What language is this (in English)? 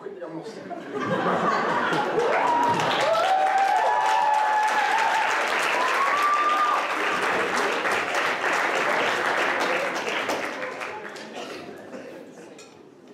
Swedish